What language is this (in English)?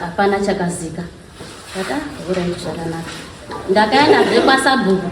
Shona